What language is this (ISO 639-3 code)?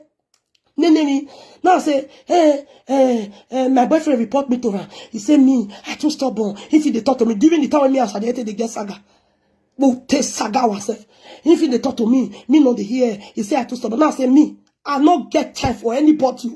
pcm